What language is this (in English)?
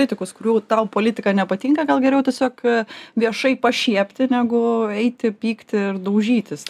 Lithuanian